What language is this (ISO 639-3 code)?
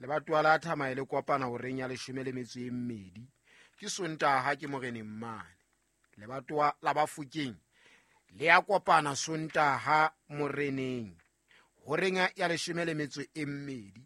sot